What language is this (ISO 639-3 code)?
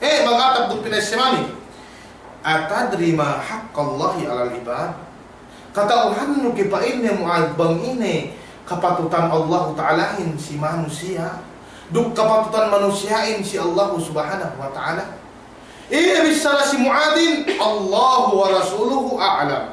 yka